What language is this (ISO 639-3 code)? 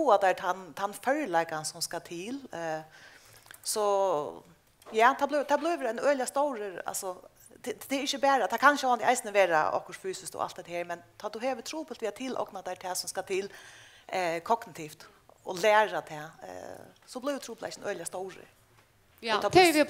fao